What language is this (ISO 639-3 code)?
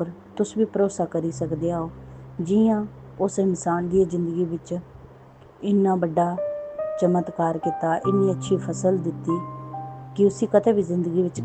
doi